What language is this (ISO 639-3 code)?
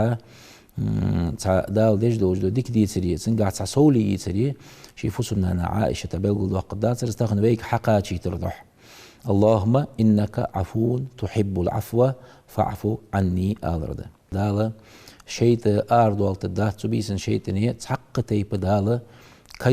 inh